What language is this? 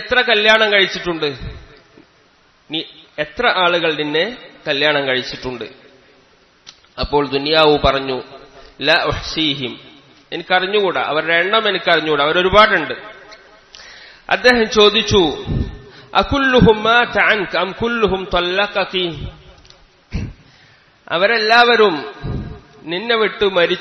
Malayalam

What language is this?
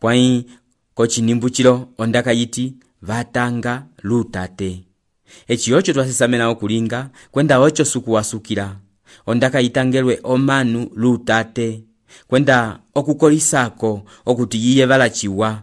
Umbundu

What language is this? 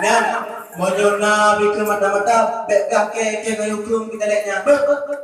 Achinese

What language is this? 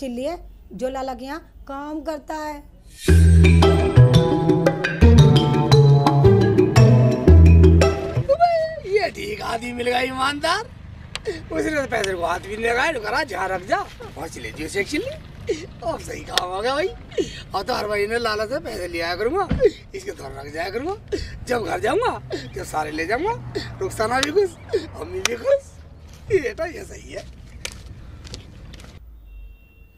Hindi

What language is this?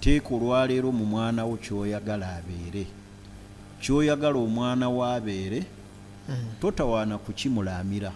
Ganda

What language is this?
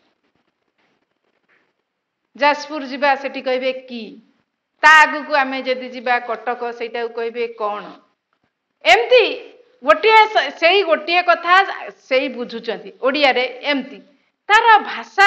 Odia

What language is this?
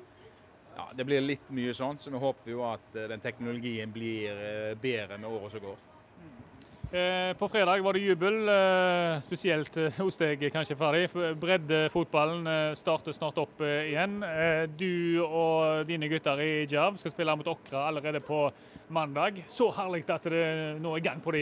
Norwegian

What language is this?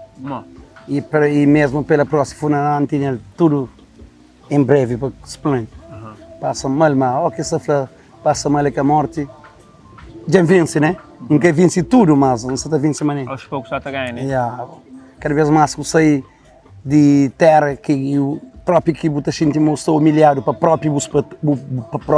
Kabuverdianu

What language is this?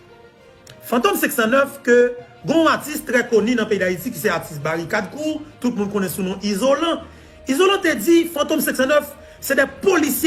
Haitian Creole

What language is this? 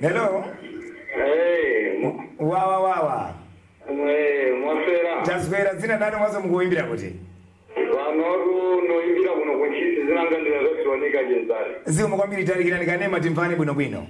Nyanja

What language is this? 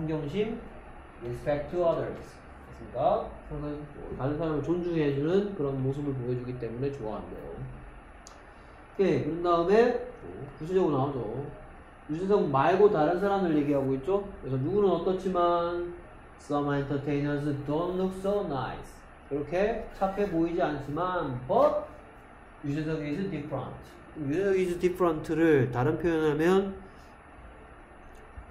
Korean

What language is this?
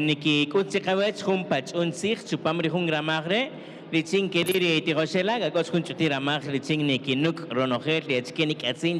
Kaqchikel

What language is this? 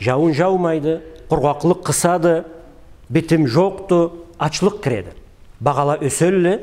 Karachay-Balkar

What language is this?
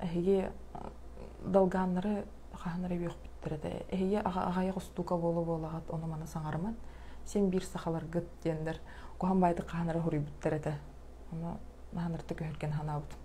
Yakut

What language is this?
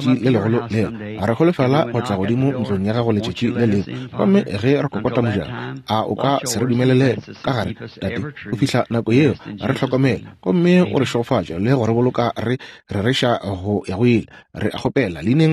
Northern Sotho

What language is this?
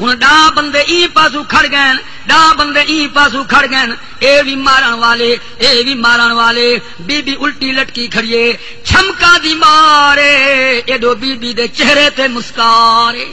Saraiki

